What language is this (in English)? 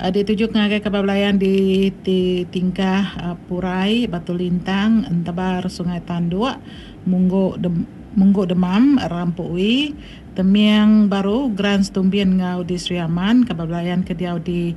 Iban